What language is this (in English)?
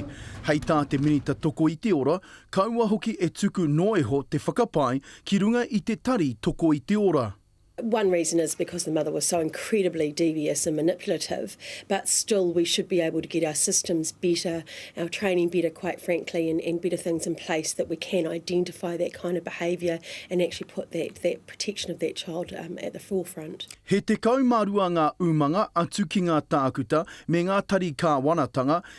Māori